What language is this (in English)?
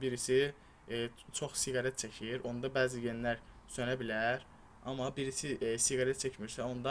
Azerbaijani